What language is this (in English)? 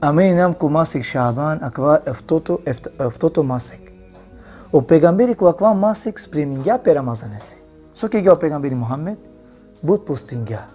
Balkan Romani